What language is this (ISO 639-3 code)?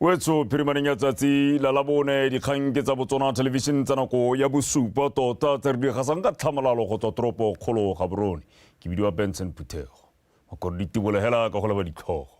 tsn